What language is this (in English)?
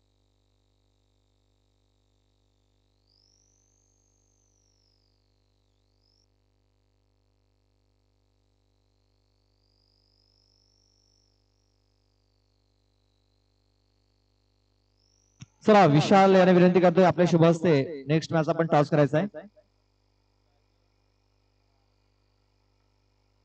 Marathi